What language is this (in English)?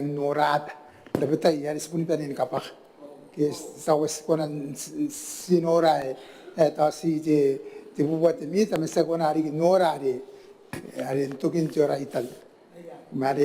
Gilbertese